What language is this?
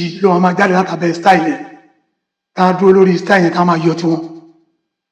Yoruba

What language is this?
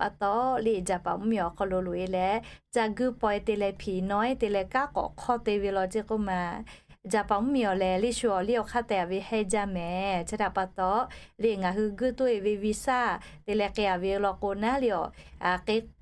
Lahu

